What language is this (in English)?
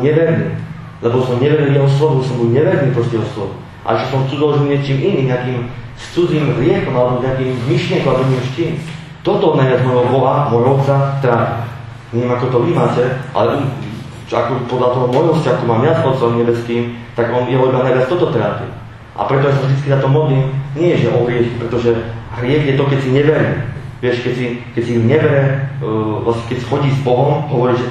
Slovak